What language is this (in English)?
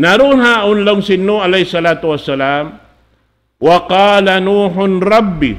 Tausug